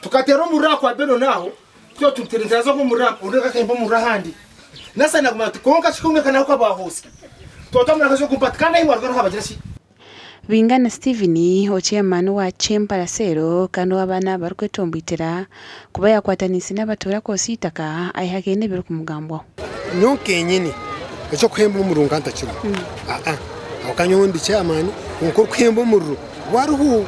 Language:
Nyankole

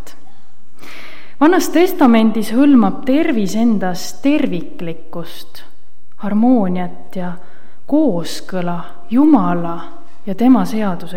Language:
Estonian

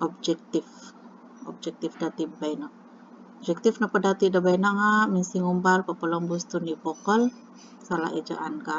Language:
Central Dusun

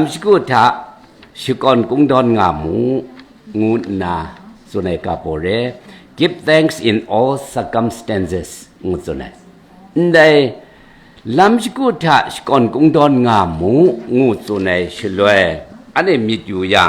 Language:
Kachin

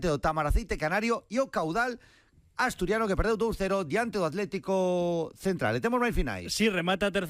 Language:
Galician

